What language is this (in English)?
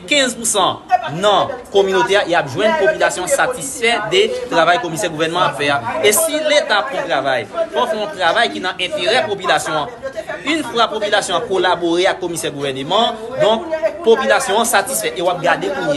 Haitian Creole